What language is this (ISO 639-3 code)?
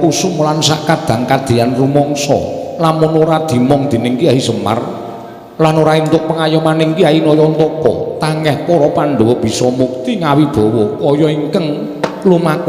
jav